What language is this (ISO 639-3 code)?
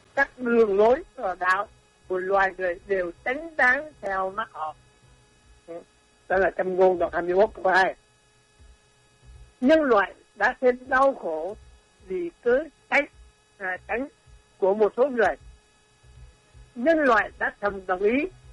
vie